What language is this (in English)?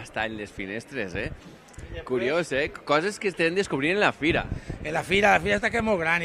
Catalan